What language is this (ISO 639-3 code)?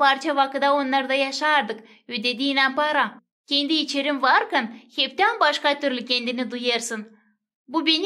gag